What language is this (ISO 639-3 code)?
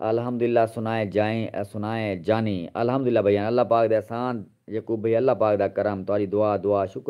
skr